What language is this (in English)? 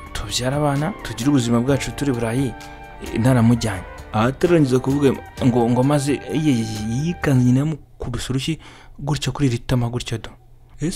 Kinyarwanda